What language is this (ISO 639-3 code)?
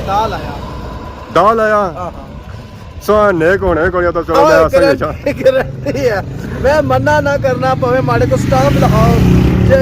phr